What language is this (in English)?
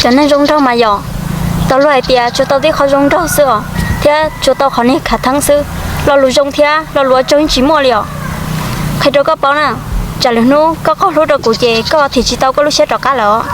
Hmong